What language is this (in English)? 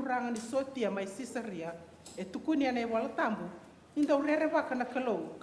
Fijian